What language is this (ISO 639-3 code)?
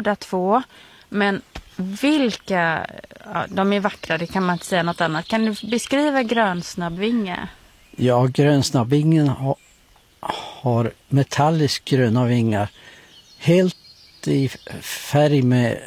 swe